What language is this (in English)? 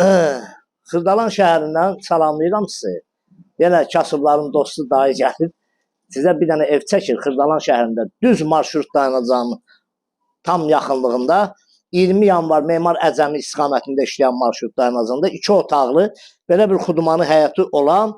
Azerbaijani